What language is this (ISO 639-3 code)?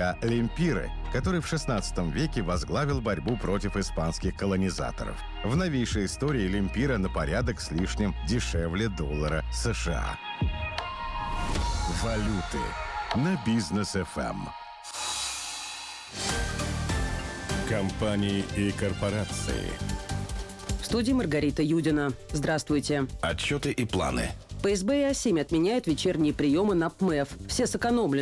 rus